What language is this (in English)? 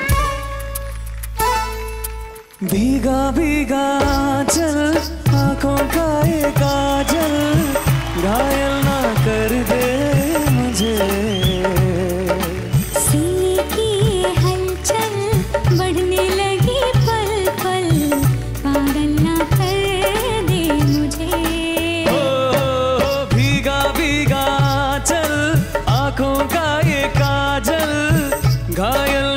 Hindi